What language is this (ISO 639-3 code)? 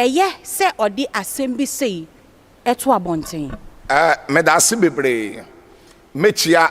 aka